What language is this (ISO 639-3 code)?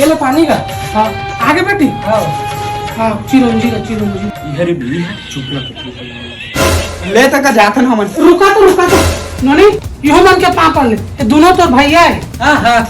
hne